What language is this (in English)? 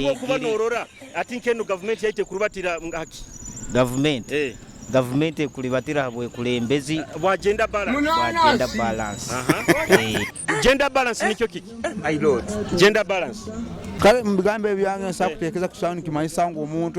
Nyoro